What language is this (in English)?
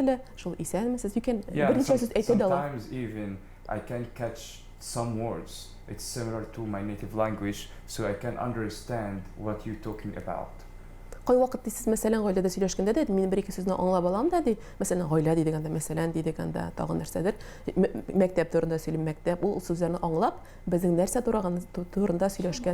Tatar